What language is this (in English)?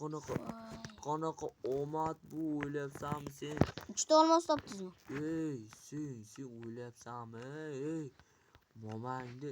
Uzbek